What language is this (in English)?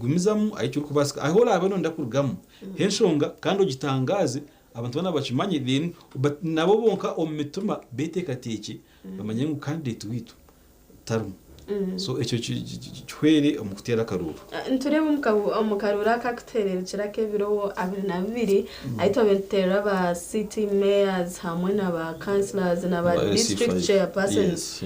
Nyankole